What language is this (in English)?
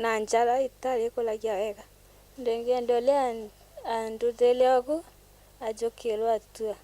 Meru